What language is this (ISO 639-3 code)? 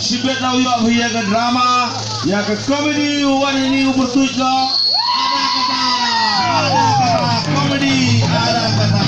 kha